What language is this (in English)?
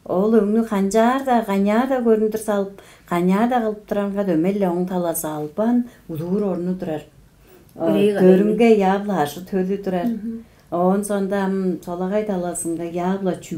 Tuvinian